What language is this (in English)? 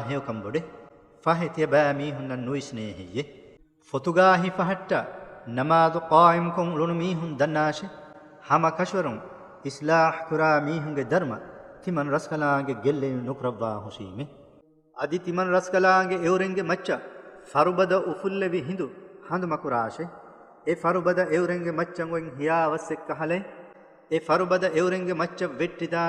Divehi